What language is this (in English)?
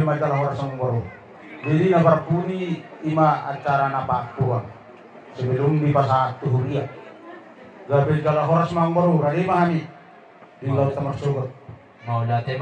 Batak Toba